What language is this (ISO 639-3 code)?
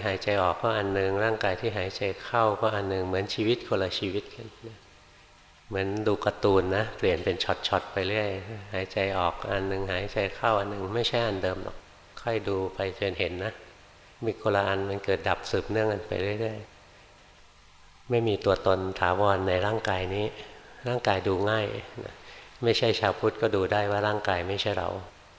tha